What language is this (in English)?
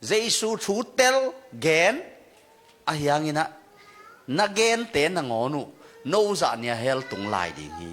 Tedim Chin